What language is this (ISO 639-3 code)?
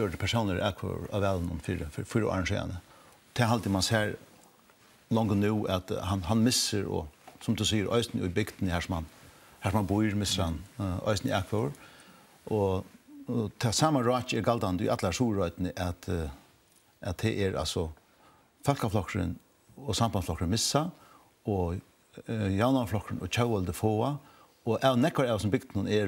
fao